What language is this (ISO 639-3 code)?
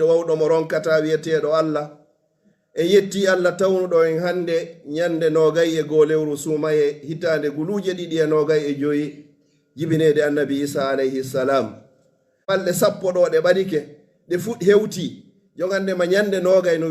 fuf